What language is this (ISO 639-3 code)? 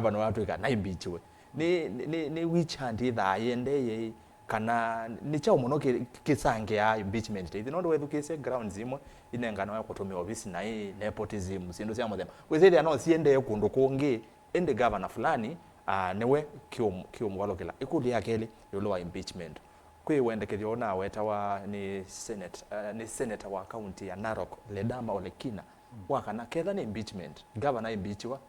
kam